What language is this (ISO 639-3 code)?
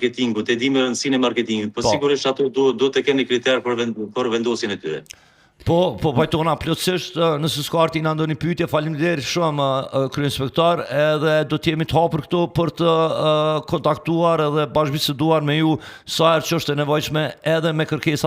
sqi